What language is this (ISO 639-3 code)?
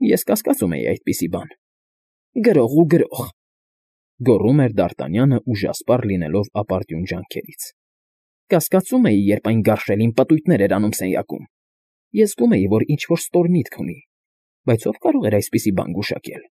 hye